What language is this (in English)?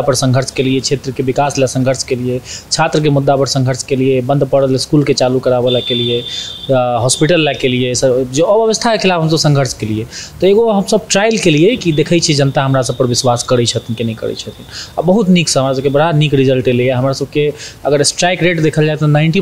Maithili